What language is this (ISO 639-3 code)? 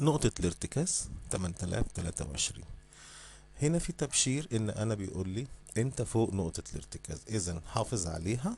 arz